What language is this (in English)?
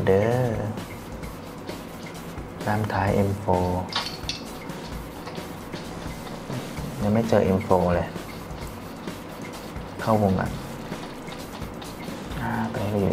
Thai